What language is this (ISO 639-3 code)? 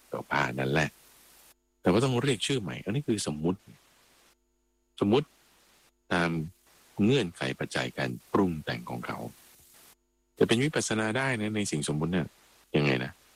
tha